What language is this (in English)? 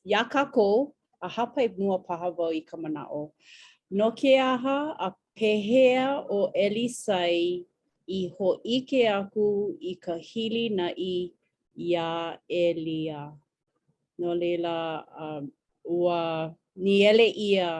Hawaiian